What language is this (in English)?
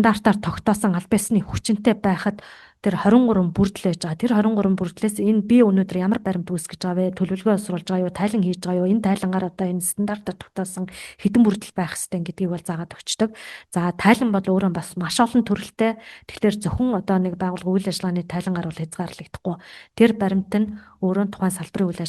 Mongolian